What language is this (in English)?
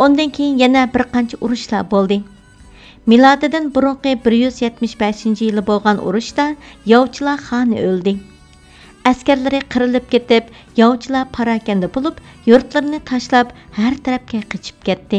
Uyghur